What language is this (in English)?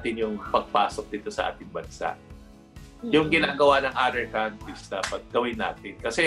Filipino